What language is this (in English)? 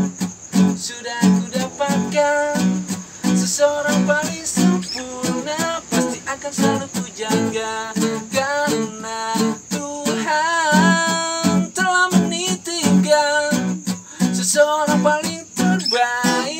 Indonesian